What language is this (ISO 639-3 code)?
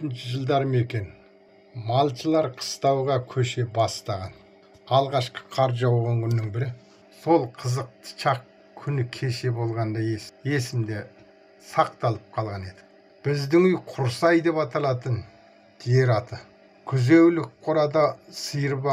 kaz